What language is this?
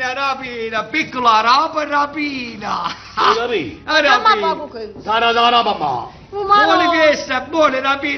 Neapolitan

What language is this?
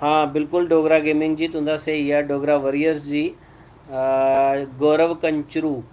Dogri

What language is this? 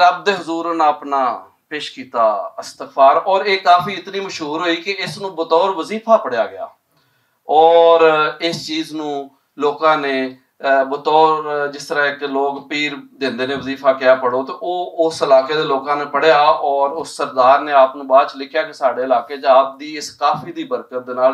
Western Panjabi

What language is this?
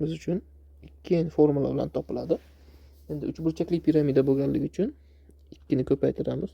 Uzbek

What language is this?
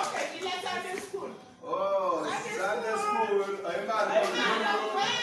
Acoli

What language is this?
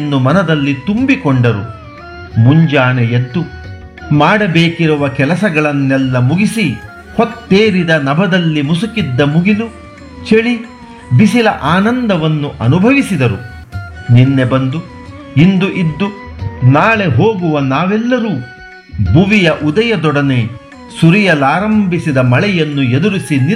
Kannada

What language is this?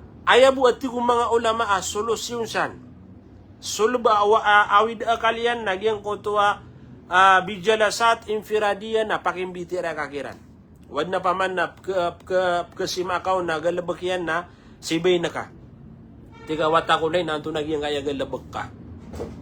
Maranao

